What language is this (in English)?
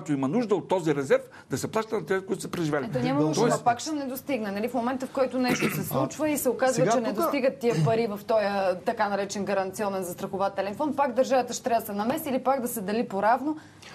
Bulgarian